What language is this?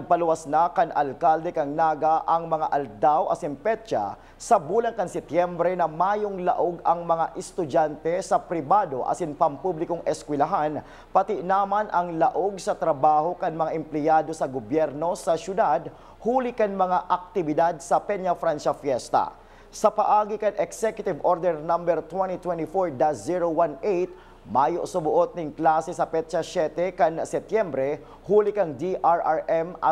Bikol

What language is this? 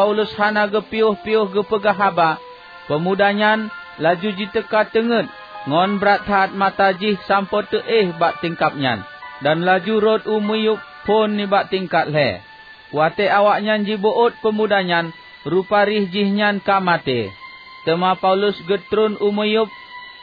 Achinese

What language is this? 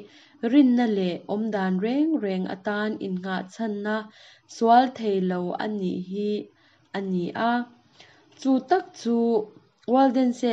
Mizo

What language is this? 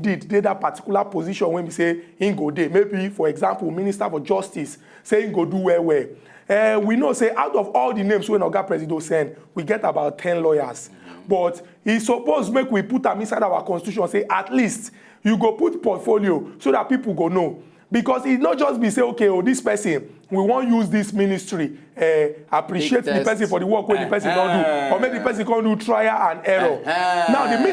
Nigerian Pidgin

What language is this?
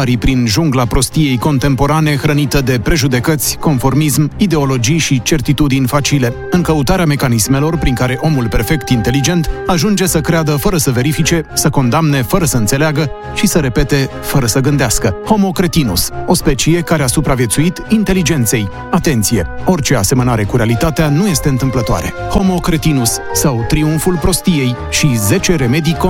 Romanian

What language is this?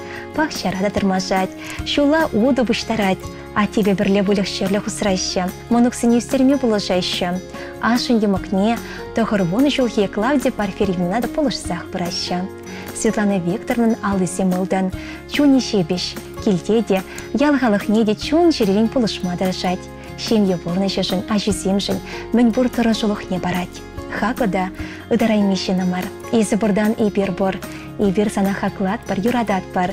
Chuvash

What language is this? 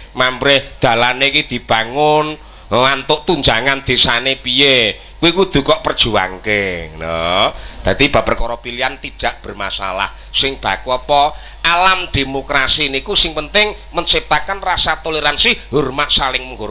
Javanese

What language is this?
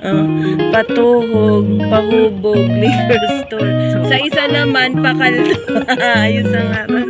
Hiligaynon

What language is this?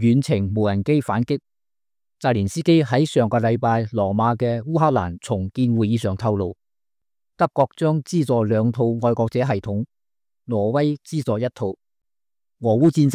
Cantonese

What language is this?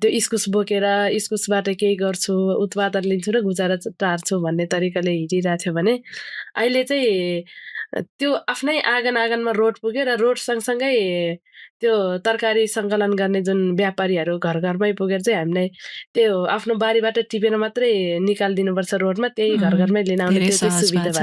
Nepali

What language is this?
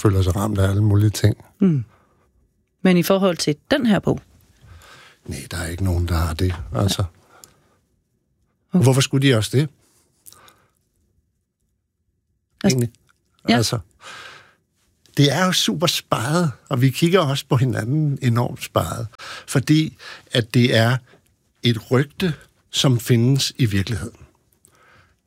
Danish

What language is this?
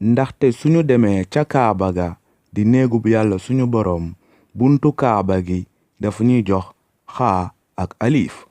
Wolof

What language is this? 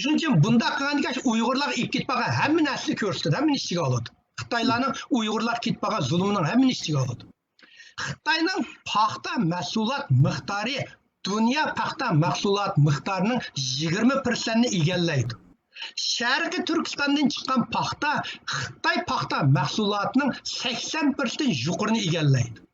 Uyghur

